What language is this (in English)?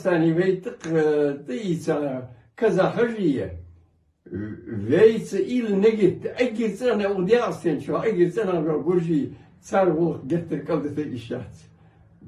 Ingush